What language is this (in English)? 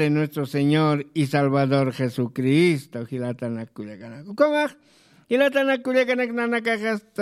Aymara